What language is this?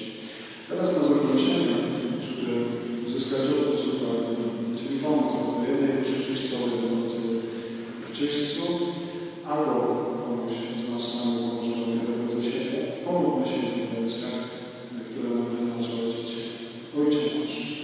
Polish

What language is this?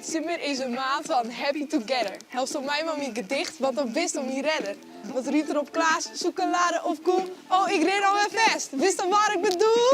Western Frisian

